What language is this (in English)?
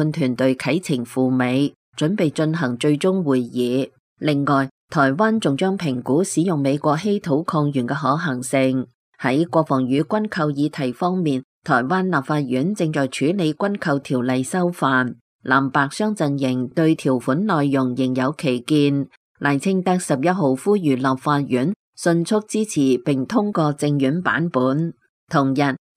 Cantonese